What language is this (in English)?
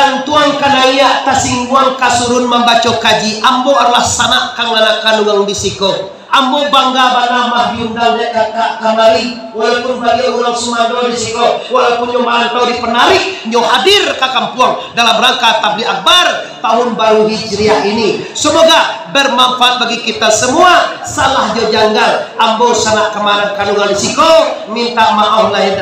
Minangkabau